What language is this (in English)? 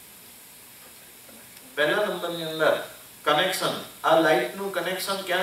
Gujarati